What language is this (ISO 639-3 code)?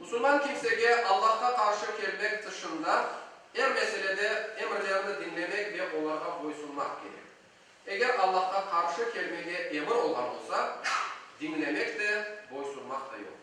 crh